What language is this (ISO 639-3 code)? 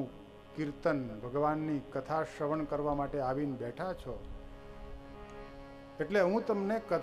guj